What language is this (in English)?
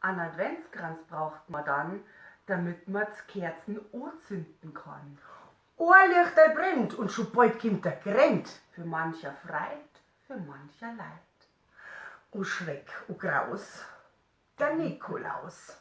Bavarian